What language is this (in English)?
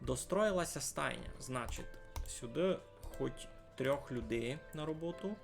Rusyn